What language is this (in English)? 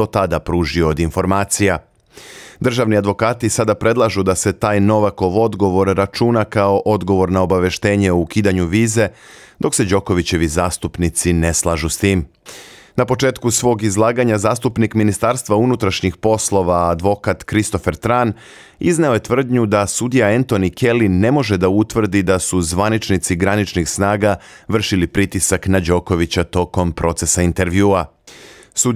Serbian